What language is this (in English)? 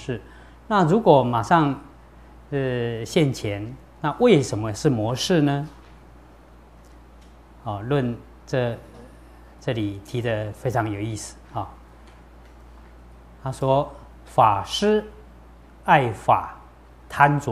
Chinese